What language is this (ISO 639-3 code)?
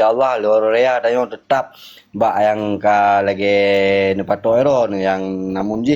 ace